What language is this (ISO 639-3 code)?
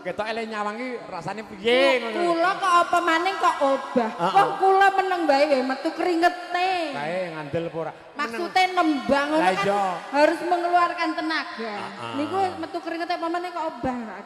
jav